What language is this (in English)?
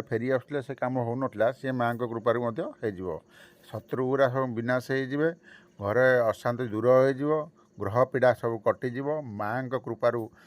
Odia